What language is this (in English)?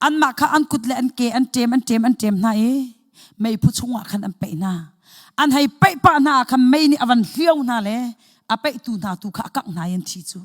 Hakha Chin